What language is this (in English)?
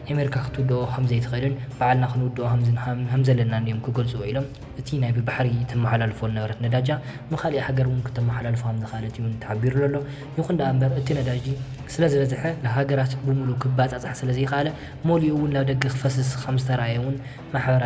Tigrinya